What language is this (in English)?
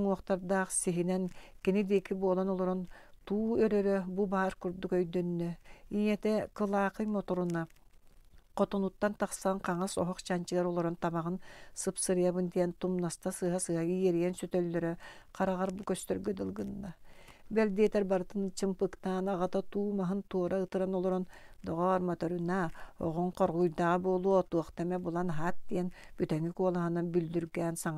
Yakut